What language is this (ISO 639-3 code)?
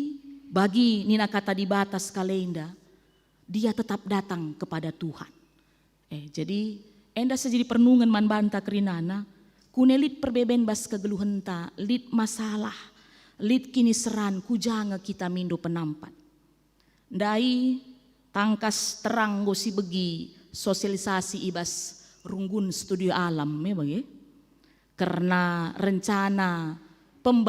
btx